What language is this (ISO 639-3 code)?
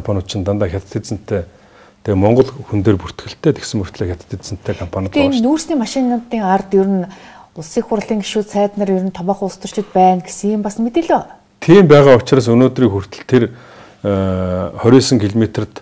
mon